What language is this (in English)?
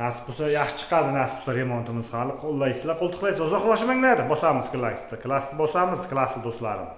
Uzbek